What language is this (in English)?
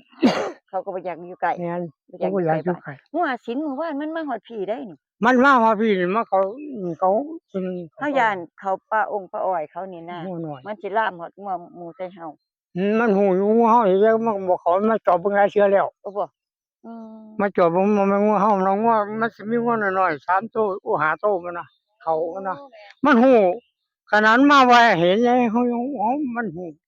Northeastern Thai